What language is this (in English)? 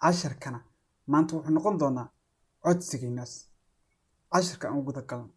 Somali